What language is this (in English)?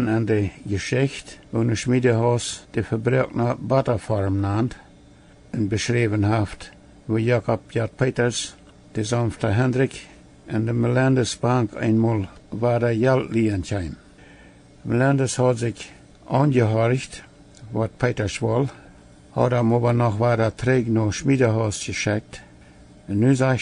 Plautdietsch